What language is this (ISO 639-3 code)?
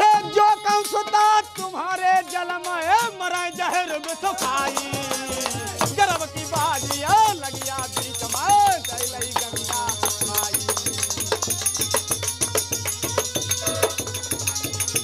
bho